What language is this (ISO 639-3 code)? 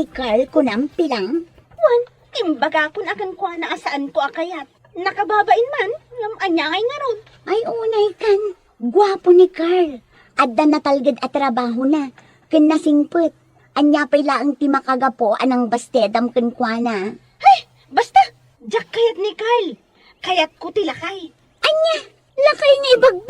ilo